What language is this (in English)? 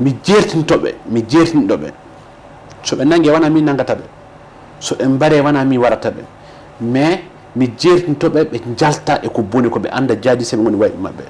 Fula